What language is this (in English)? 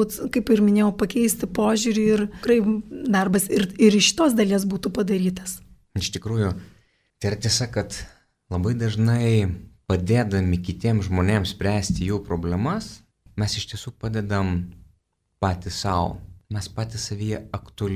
Lithuanian